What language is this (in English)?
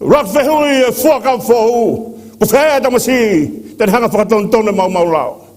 Tongan